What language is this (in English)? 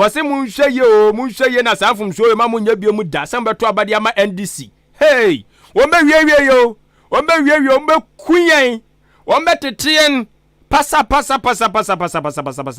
Akan